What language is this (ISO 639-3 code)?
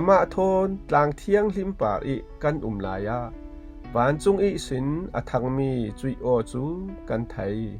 cfm